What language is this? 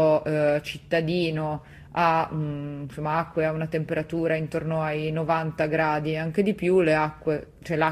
Italian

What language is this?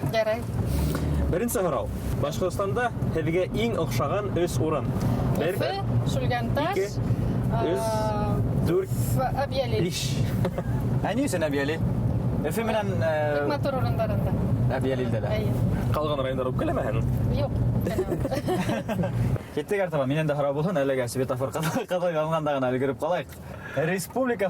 Bashkir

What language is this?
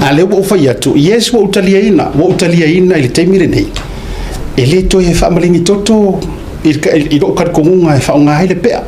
Samoan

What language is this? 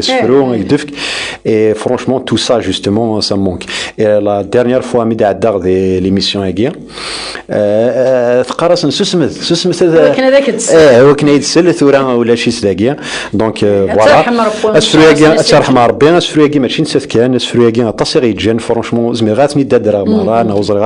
Kabyle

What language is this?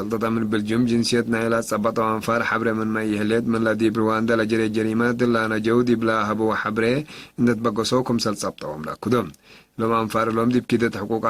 Tigre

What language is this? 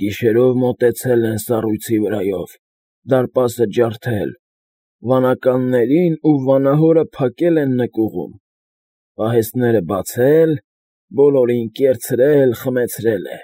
Armenian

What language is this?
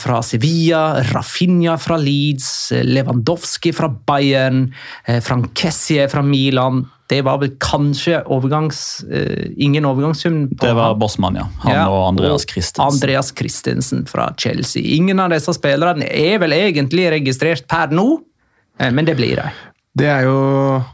Norwegian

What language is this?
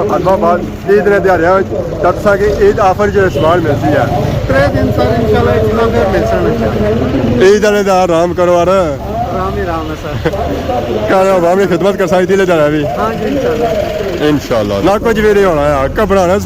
Pahari-Potwari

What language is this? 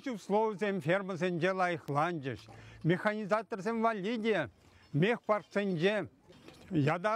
Chuvash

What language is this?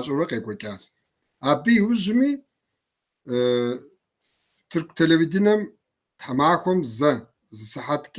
Kabardian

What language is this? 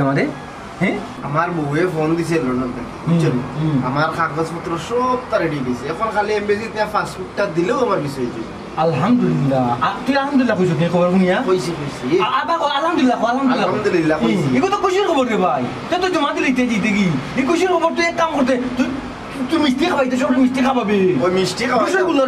Sylheti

